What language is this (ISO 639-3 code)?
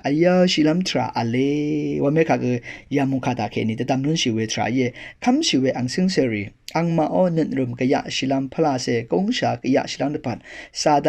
raw